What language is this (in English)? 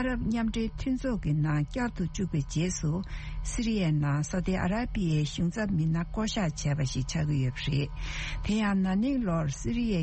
Tibetan